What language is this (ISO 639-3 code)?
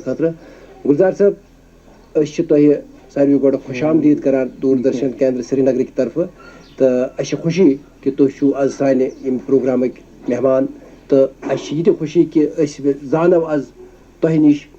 kas